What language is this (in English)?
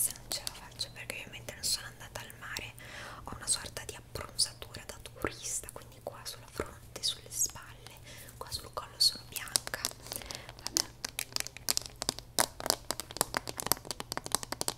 Italian